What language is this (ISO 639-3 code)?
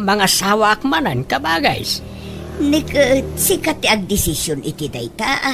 ilo